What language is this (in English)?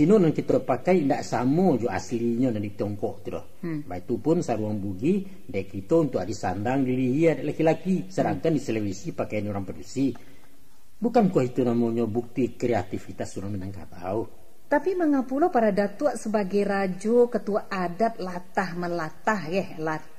Minangkabau